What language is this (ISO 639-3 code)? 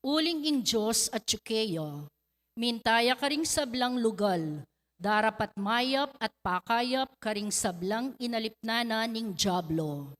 pam